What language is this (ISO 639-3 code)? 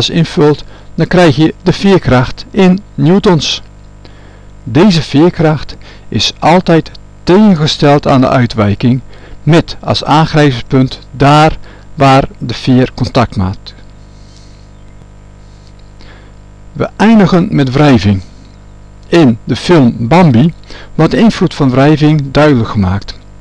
nld